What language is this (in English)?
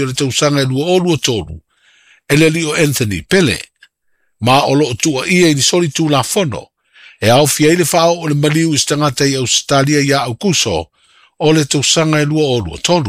Samoan